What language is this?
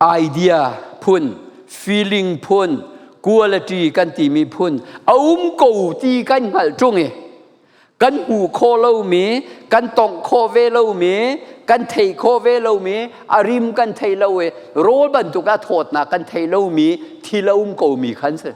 Hakha Chin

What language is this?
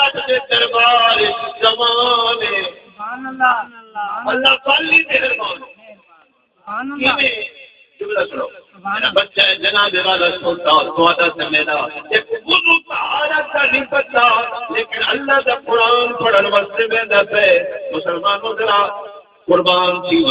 Saraiki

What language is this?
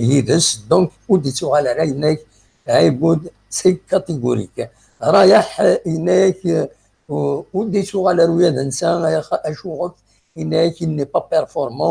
Kabyle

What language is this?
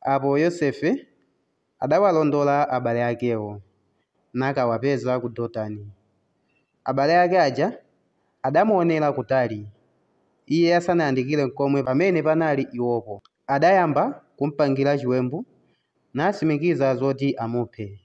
Nyanja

